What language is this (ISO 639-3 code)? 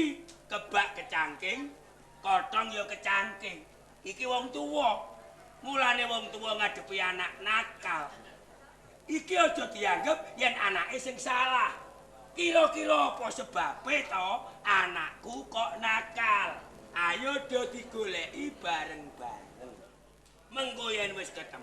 jav